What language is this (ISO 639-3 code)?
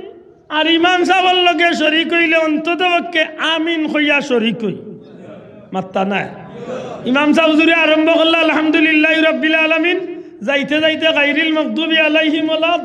syl